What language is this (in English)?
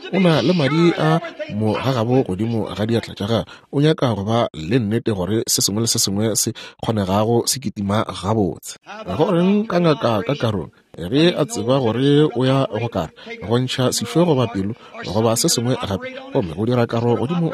Northern Sotho